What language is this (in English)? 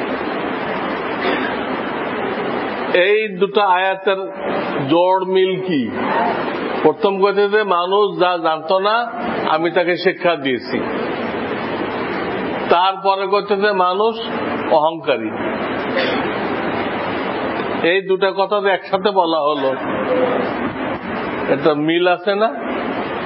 Bangla